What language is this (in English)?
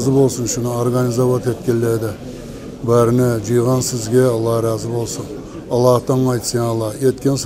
Kumyk